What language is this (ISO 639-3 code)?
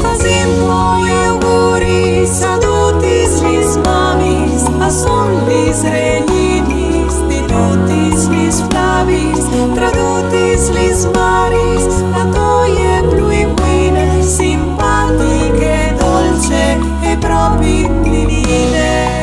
fur